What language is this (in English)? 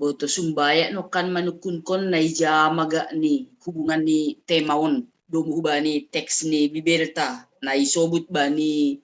Batak Simalungun